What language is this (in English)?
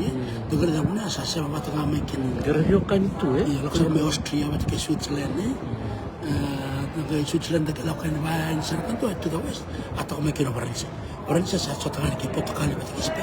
Fijian